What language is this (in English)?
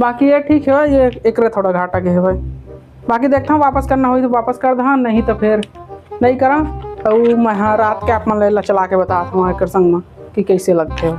Chhattisgarhi